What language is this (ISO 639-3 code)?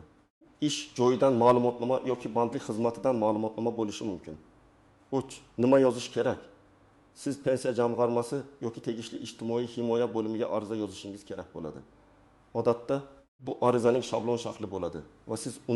uzb